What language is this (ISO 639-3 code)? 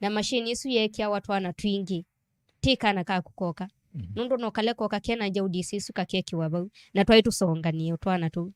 kam